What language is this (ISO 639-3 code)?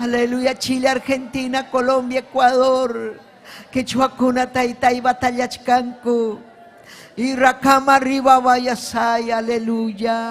quy